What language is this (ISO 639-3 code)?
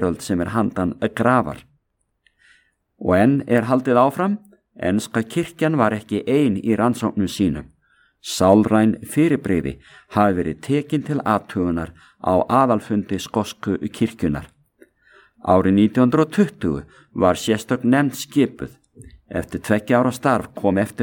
isl